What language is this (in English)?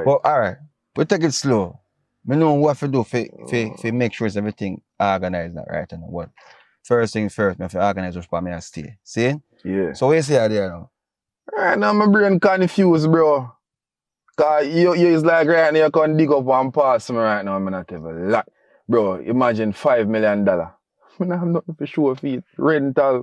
Jamaican Creole English